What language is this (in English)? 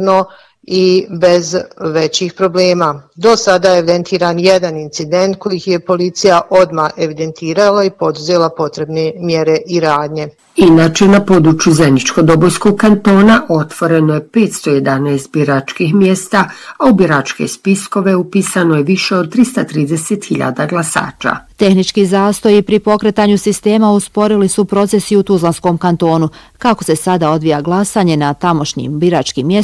Bosnian